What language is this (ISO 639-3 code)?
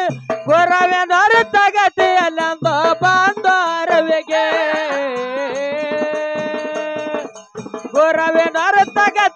kan